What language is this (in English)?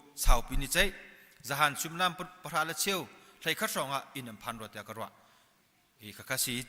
Hakha Chin